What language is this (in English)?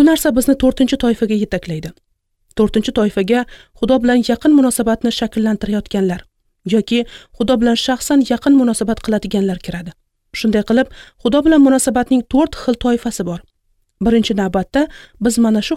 Uzbek